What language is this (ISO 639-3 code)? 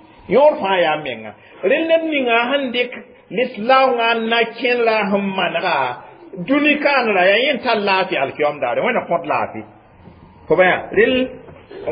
mos